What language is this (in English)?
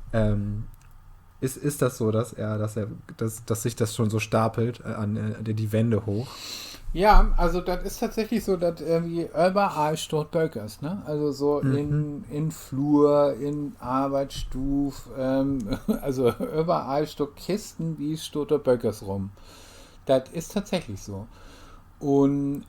Low German